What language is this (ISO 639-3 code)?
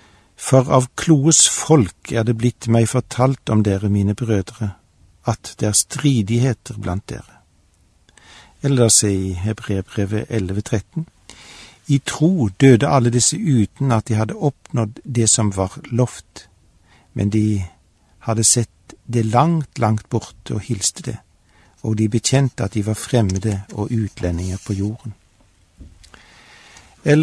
nor